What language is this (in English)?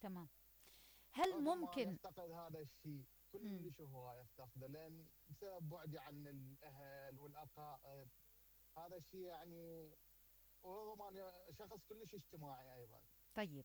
Mesopotamian Arabic